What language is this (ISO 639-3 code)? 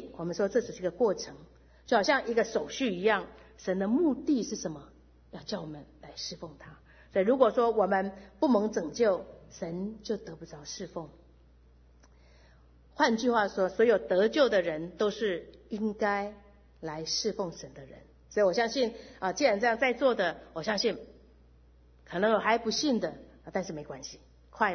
zho